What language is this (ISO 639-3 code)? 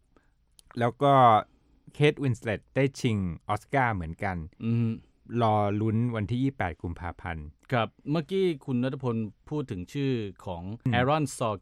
tha